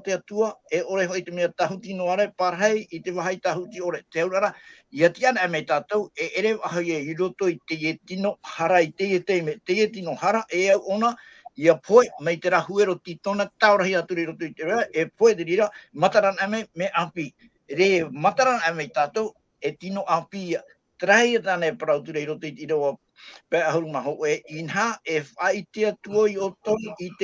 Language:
Tahitian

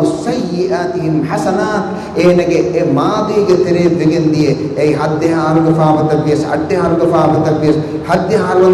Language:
Divehi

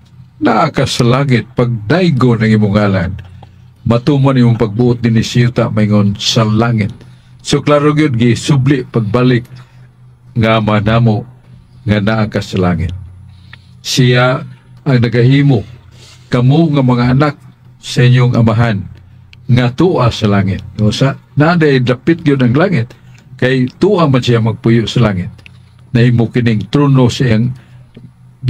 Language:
Cebuano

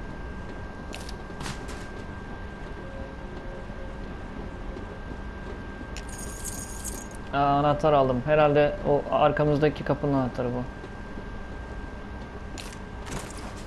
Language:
Turkish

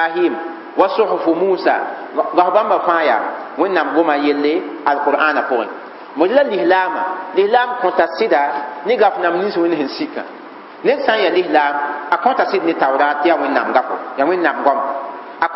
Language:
Mossi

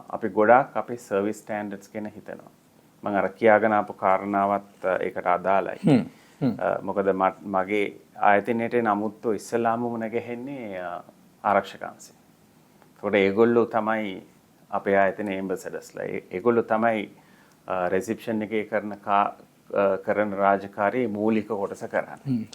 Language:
Sinhala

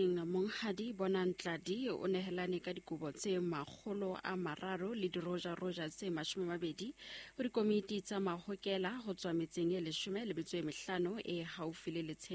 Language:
Southern Sotho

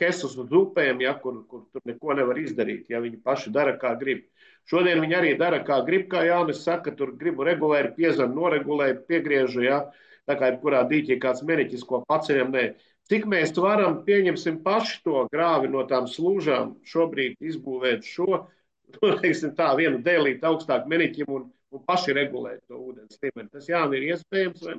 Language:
Latvian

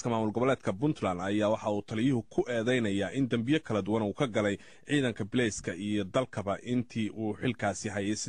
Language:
Somali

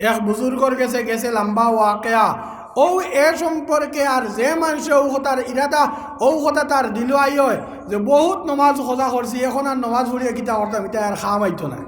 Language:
Sylheti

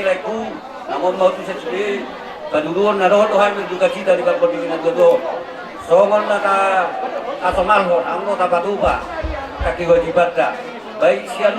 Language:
Batak Toba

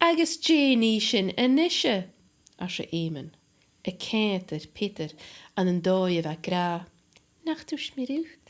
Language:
Scottish Gaelic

